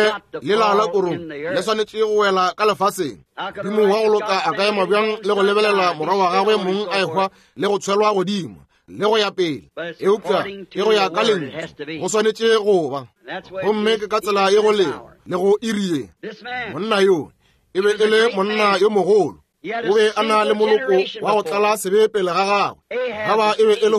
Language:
Northern Sotho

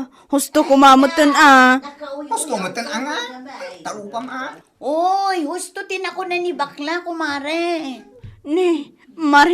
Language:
Iloko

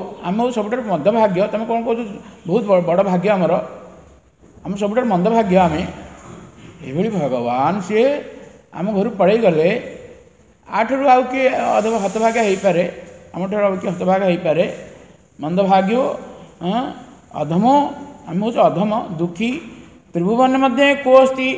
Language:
Odia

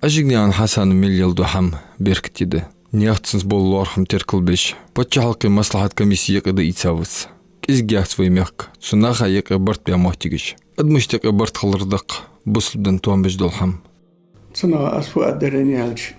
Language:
Ingush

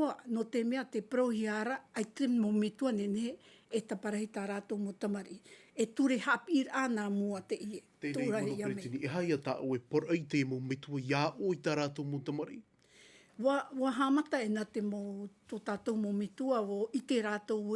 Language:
Tahitian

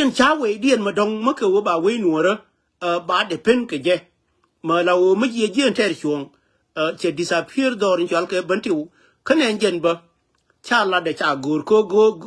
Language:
Nuer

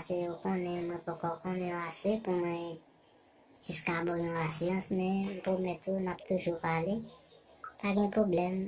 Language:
Haitian Creole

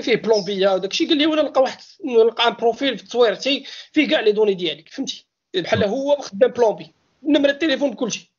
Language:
Moroccan Arabic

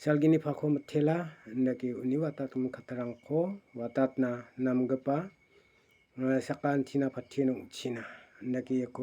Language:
Garo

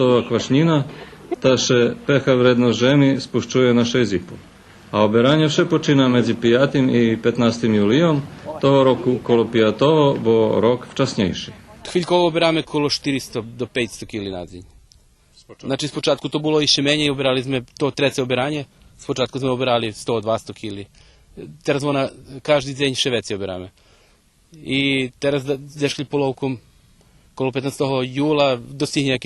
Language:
Rusyn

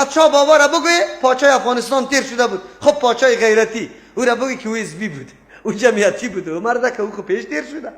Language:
Persian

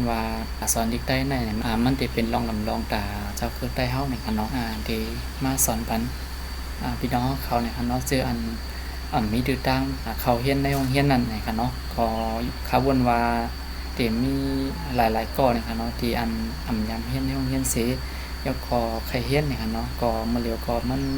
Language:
Shan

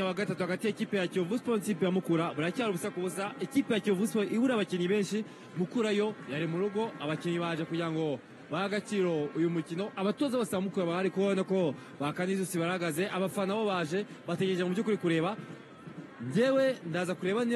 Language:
Kinyarwanda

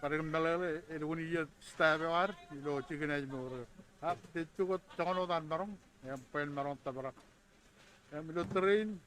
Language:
Marshallese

